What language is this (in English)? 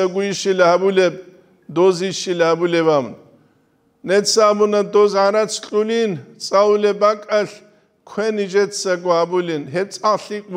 Avaric